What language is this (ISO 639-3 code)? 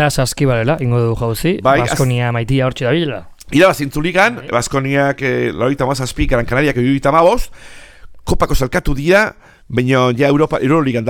eus